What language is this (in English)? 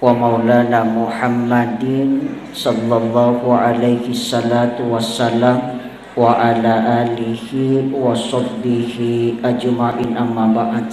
Buginese